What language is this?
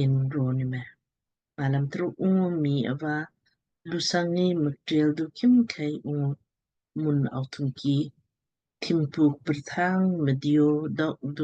Lamkang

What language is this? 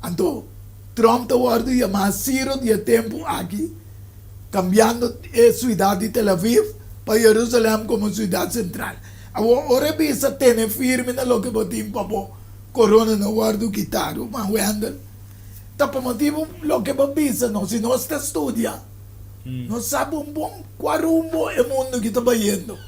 Papiamento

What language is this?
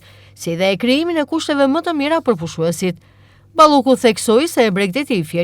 Albanian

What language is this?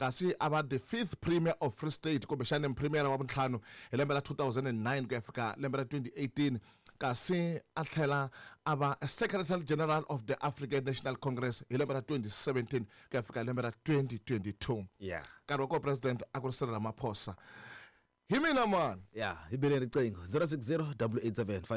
Tsonga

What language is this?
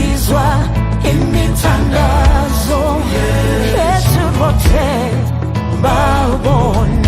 Venda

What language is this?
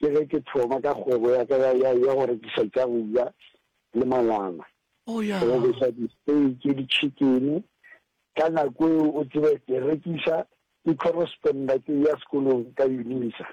Northern Sotho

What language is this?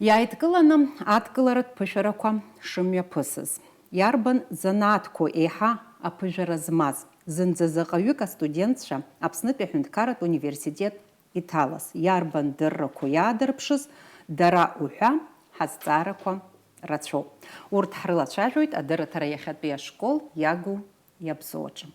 Abkhazian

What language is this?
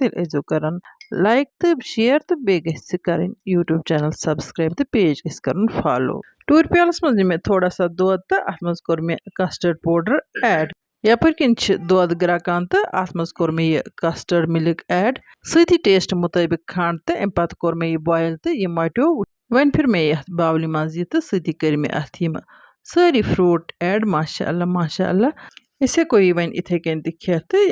Kashmiri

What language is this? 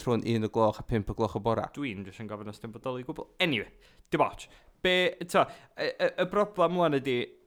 Welsh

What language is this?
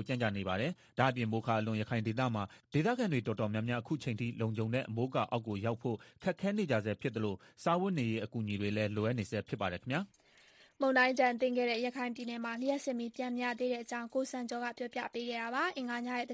Burmese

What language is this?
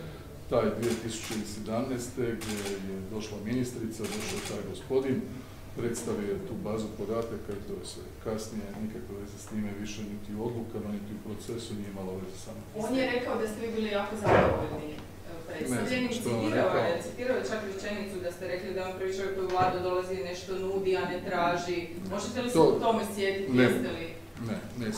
Croatian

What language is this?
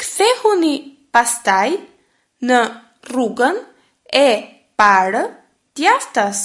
Albanian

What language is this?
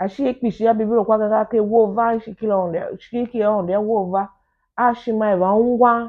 Tiv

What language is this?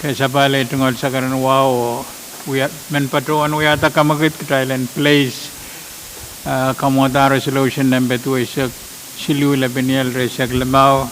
Pohnpeian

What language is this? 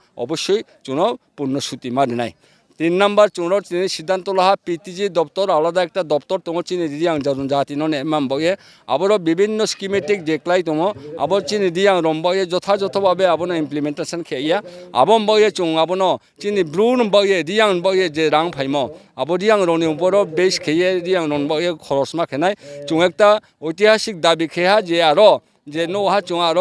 Riang (India)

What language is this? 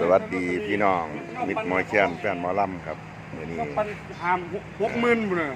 Northeastern Thai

